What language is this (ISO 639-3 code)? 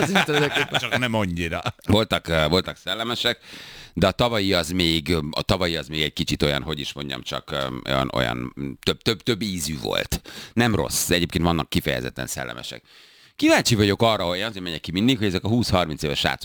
hun